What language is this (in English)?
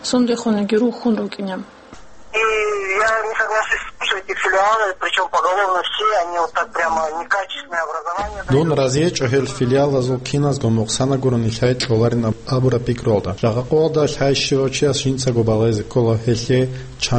Avaric